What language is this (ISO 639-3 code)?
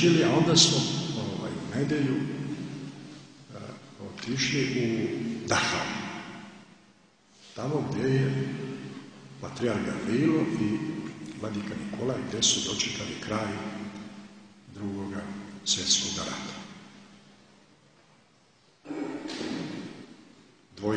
srp